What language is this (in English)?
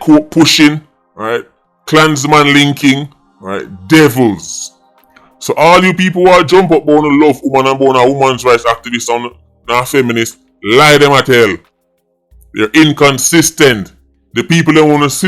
Jamaican Creole English